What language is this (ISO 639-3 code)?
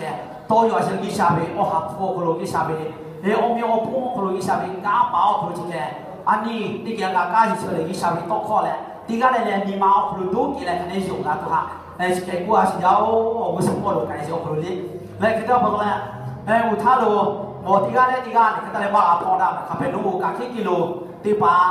lhu